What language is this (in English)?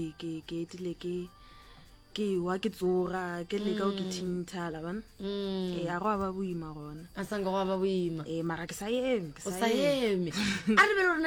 Northern Sotho